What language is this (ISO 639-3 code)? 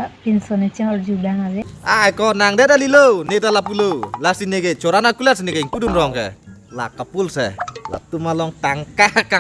mjw